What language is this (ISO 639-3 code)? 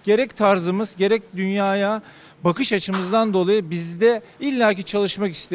tur